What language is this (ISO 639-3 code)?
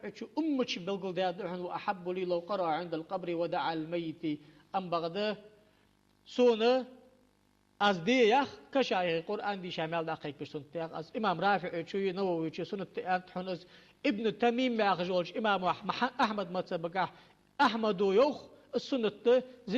inh